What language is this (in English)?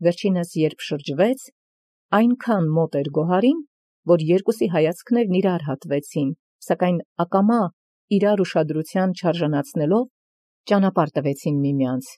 Armenian